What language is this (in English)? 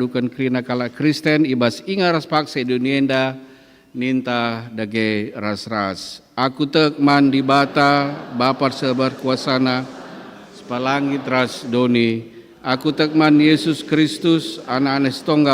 Batak Karo